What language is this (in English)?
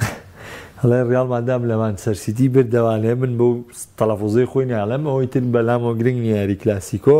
Central Kurdish